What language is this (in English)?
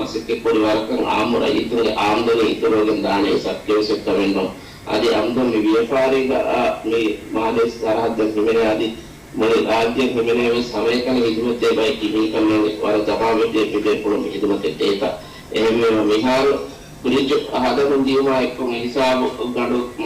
Divehi